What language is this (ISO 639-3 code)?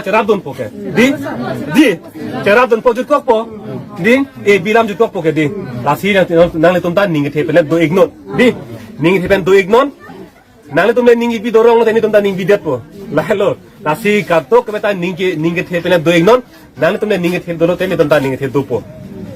mjw